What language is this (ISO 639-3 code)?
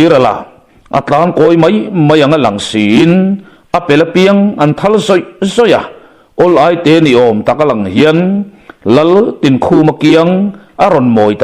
lus